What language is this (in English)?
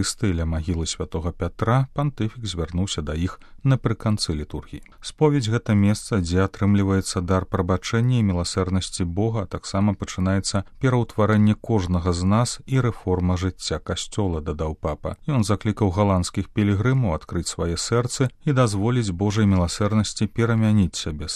Belarusian